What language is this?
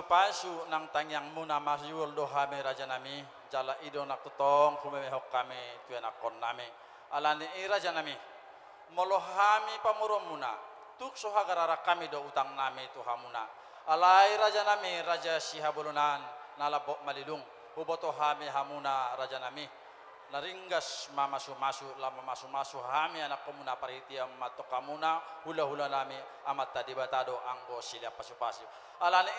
Batak Toba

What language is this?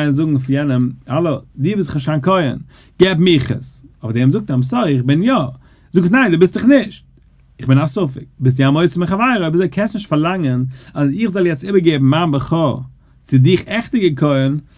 Yiddish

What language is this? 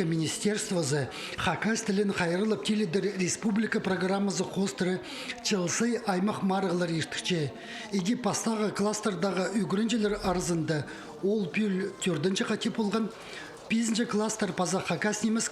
Khakas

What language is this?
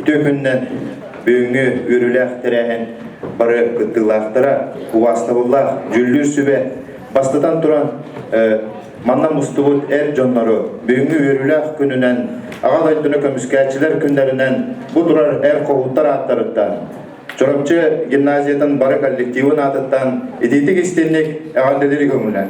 Yakut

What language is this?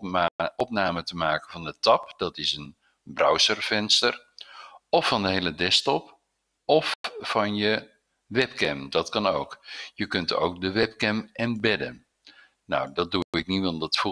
Dutch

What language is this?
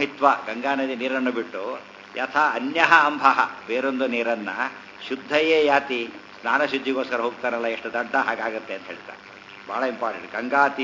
Kannada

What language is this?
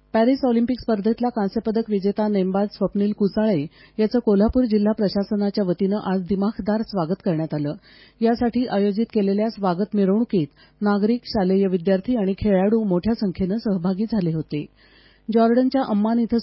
Marathi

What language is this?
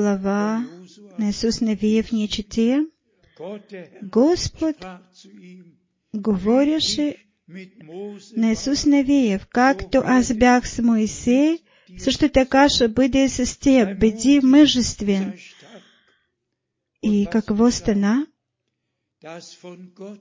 Bulgarian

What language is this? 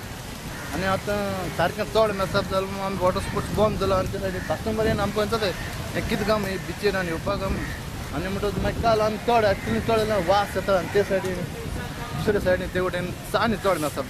Konkani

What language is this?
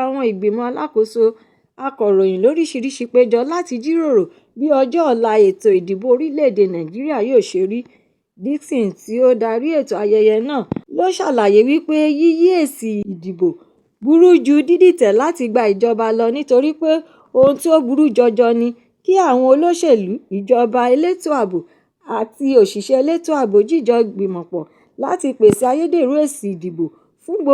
Yoruba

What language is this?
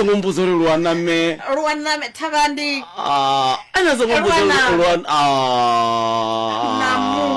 Venda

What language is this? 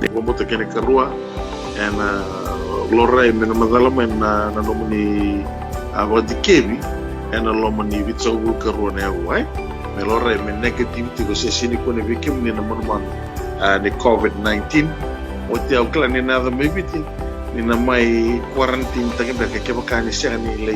Fijian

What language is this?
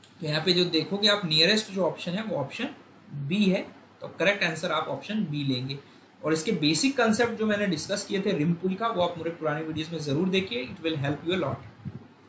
Hindi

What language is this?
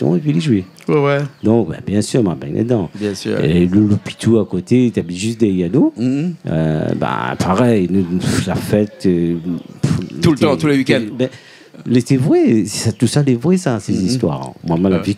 Réunion Creole French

